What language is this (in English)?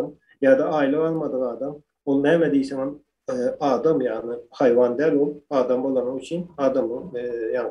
Turkmen